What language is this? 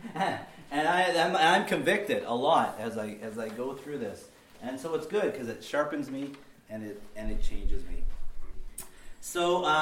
English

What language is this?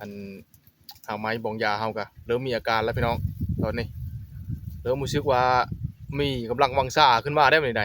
Northeastern Thai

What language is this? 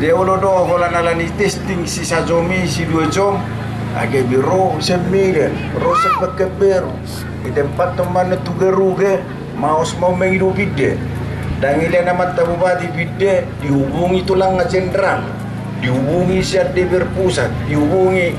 Batak Toba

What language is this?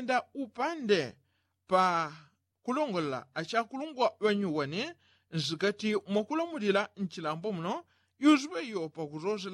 Yao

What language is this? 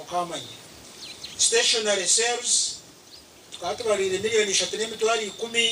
Nyankole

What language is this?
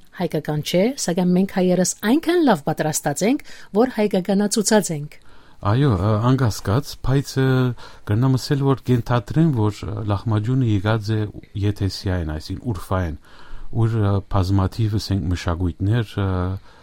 Western Armenian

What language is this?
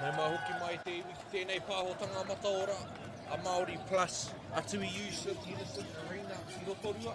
Māori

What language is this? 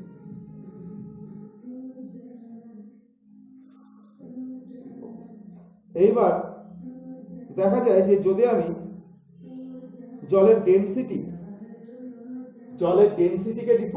Bangla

